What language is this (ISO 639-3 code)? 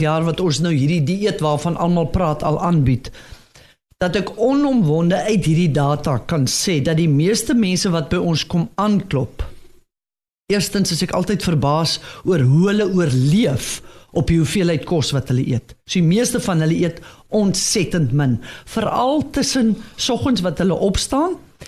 afr